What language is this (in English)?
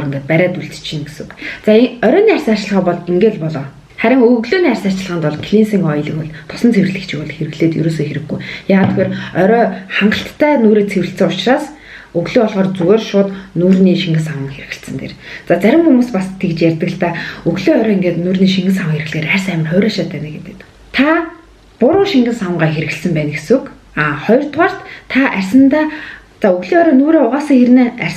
Mongolian